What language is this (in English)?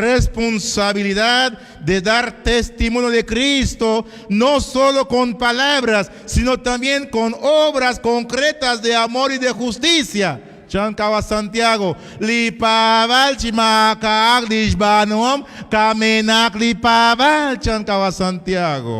Kekchí